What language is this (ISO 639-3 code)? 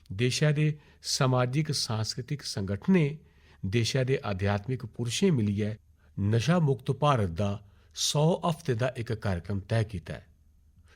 doi